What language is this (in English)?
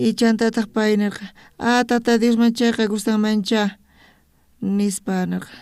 South Bolivian Quechua